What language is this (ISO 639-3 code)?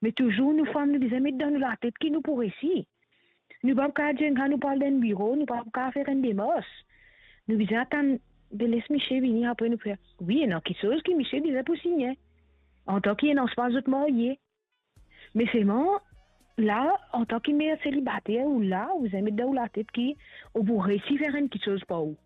mfe